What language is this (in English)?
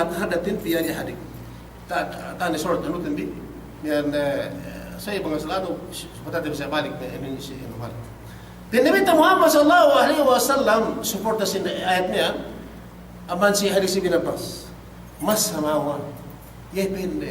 Yakan